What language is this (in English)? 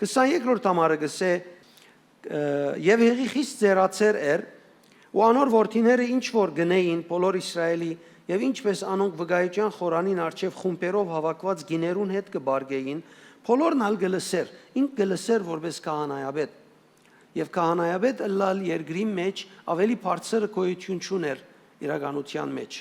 Western Armenian